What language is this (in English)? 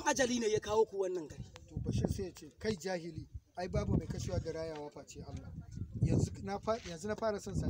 Hausa